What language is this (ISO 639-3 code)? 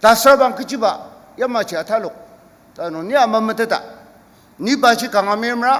njo